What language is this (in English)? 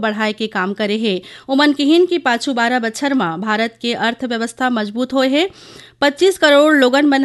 Chhattisgarhi